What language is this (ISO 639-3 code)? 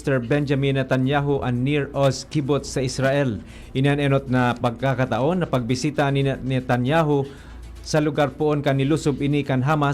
bik